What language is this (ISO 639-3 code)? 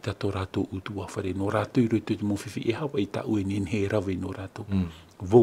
tah